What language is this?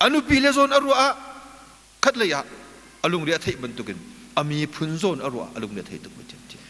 Hakha Chin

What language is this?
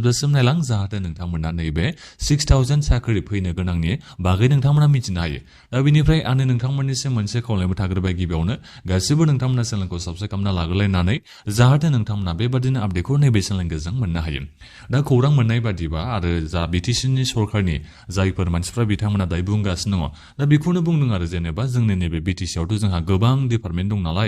Bodo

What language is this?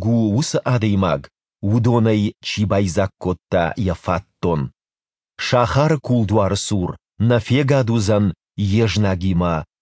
Ossetic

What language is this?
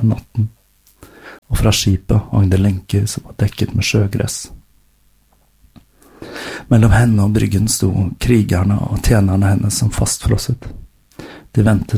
Norwegian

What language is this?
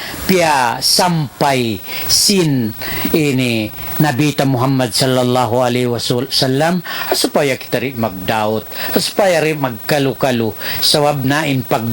Tausug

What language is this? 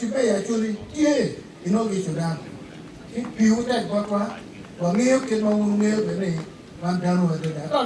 Acoli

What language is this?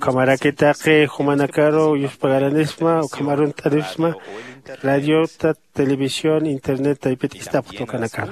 Aymara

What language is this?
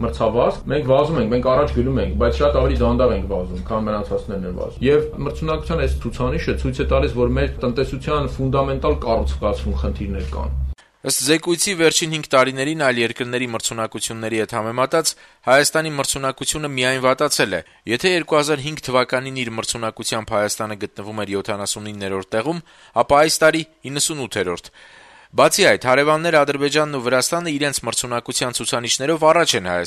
Armenian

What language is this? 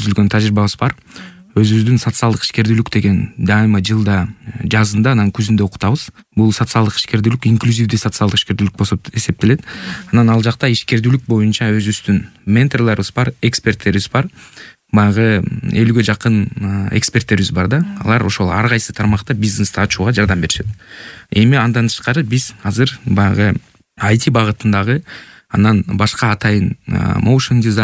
Kyrgyz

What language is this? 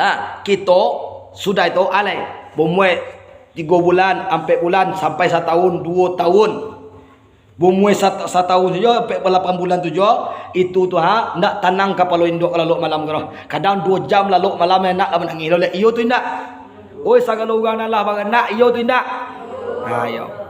Minangkabau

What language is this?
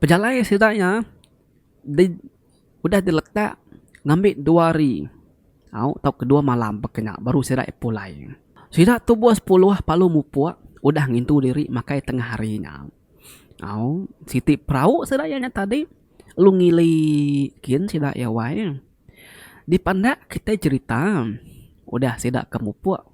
Iban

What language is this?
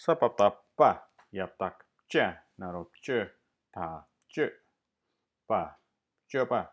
Tibetan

